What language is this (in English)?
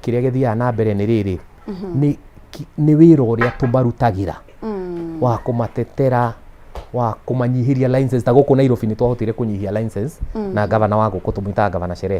Kikuyu